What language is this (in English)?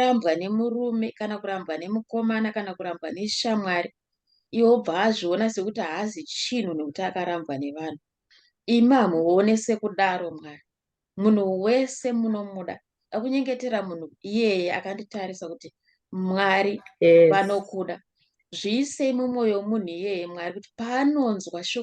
Shona